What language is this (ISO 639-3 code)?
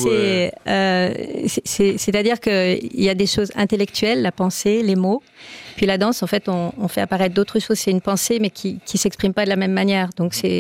fra